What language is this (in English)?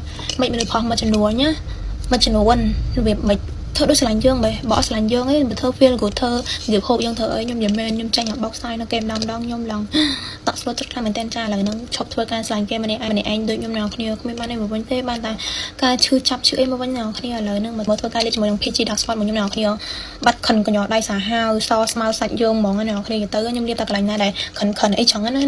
Khmer